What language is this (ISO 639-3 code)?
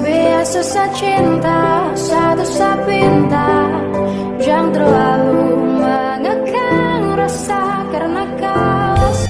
bjn